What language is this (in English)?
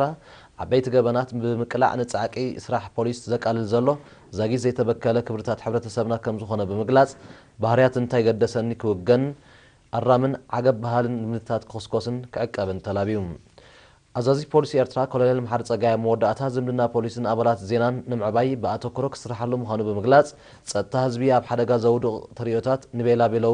Tigrinya